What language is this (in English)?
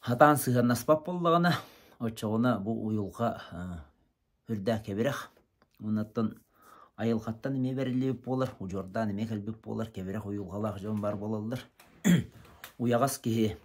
Yakut